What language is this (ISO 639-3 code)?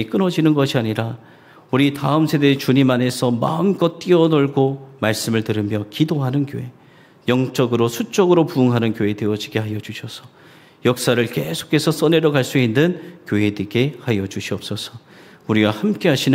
kor